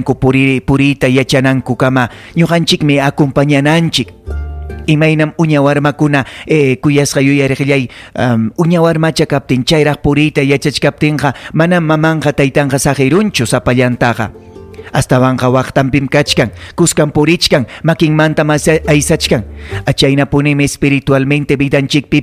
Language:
Ayacucho Quechua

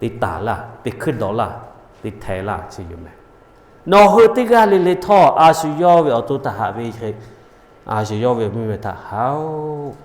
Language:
Lahu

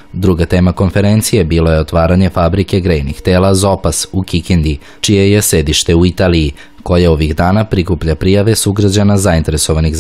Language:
Serbian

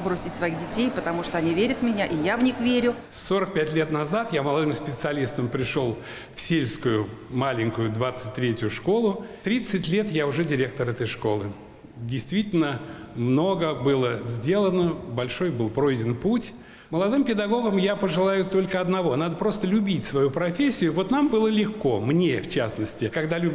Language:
Russian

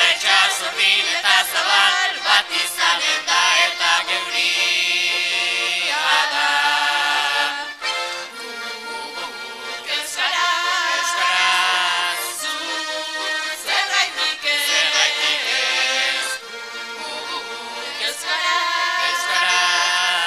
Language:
Basque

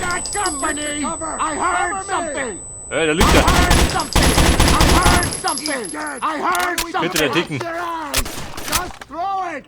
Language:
Bavarian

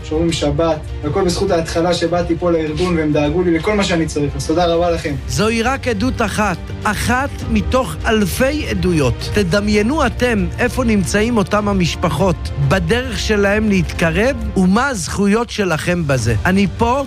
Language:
Hebrew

